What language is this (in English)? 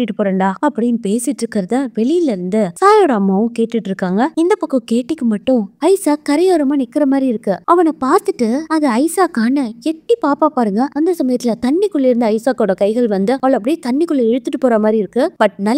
Tamil